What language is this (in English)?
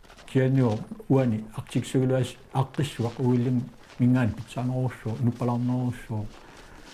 Kalaallisut